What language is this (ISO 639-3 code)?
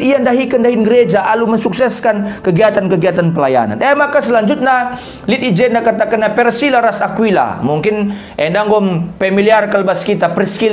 btx